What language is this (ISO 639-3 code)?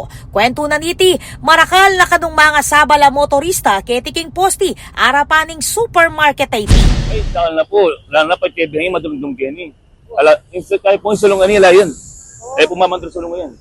pam